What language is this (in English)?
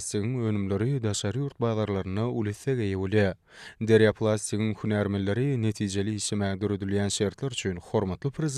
Turkmen